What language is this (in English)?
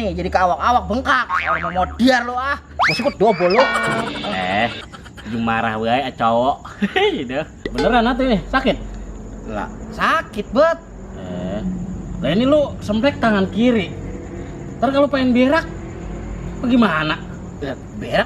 Betawi